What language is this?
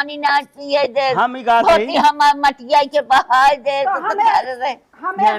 Awadhi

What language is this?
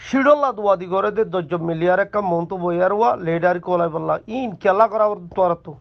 Rohingya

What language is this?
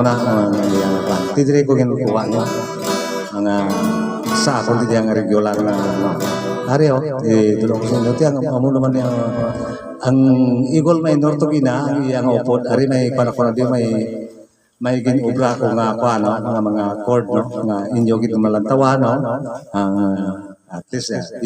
Hiligaynon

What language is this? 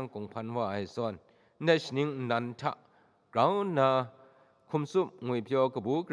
Kachin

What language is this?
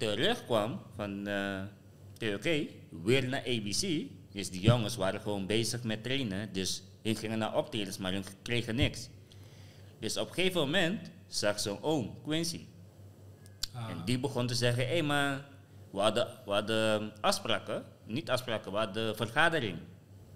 Dutch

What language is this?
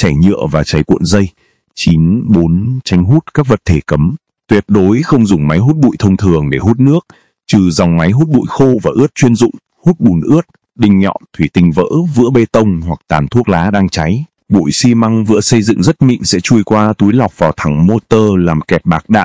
Vietnamese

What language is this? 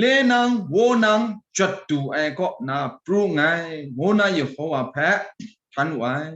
Kachin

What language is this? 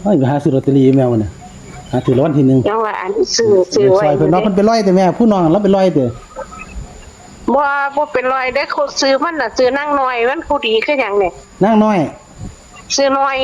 Northeastern Thai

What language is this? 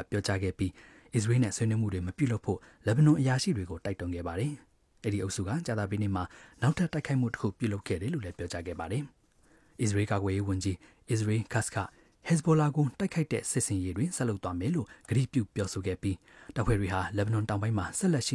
Burmese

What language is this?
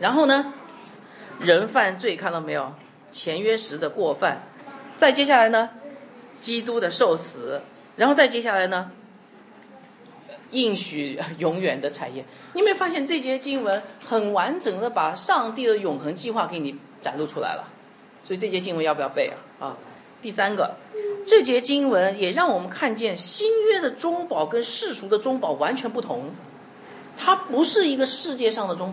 Chinese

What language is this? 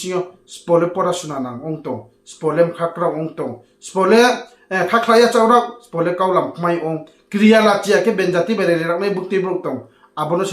Riang (India)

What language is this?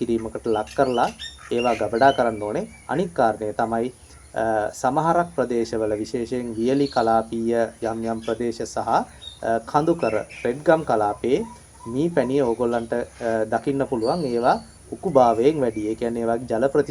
Sinhala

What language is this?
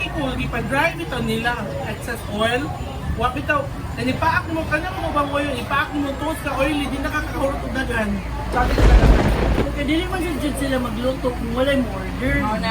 Cebuano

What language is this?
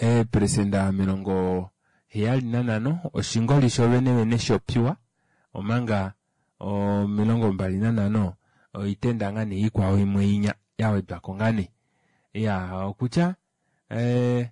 Kuanyama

